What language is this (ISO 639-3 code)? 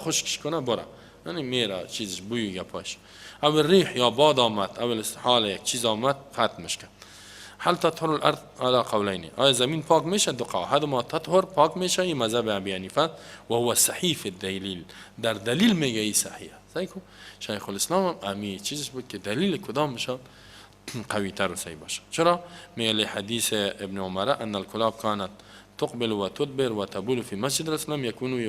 fas